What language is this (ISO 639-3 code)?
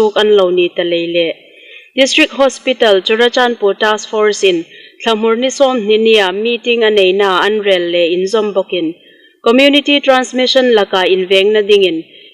hmr